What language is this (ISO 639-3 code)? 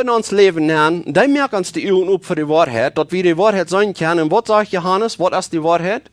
pdt